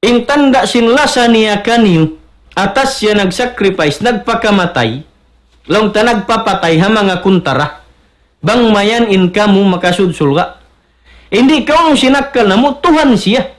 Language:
Tausug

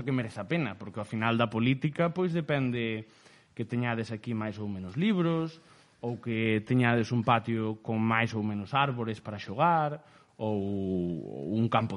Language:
Galician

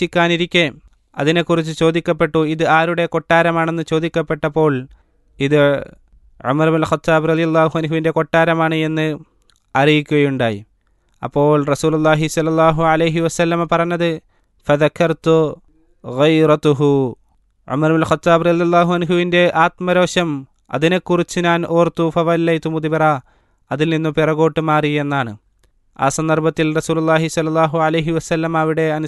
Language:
Malayalam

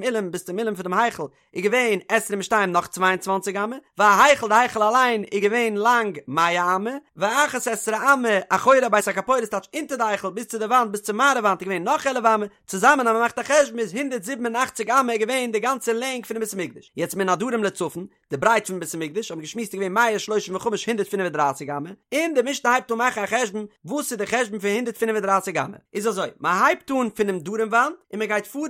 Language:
Yiddish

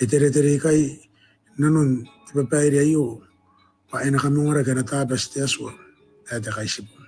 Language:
Gilbertese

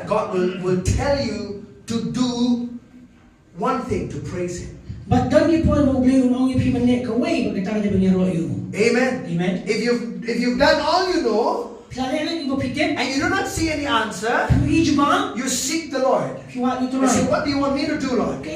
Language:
Khasi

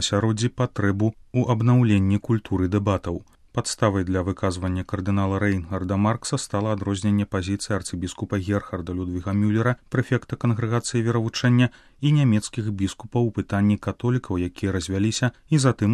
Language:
Belarusian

